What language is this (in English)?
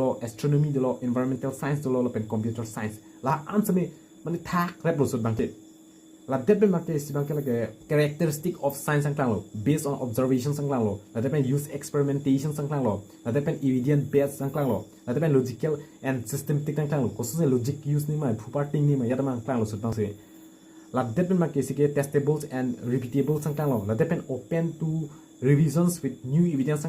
Karbi